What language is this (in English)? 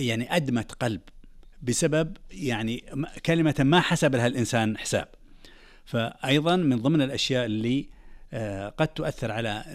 Najdi Arabic